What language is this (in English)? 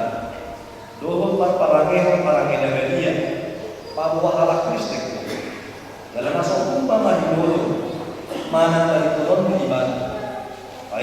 Batak Toba